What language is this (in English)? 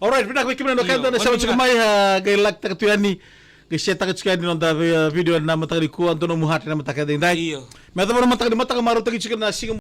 Fijian